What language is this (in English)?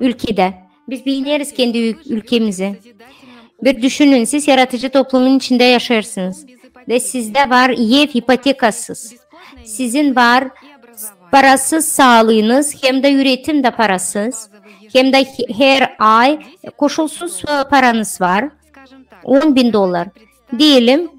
Gagauz